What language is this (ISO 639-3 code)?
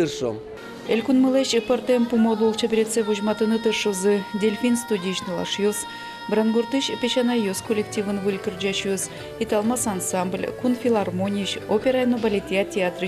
udm